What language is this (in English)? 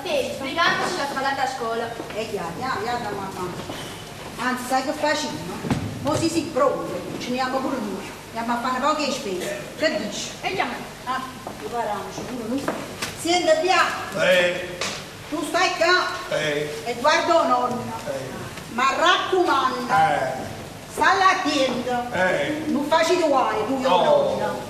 Neapolitan